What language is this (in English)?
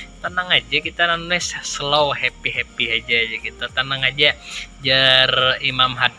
Banjar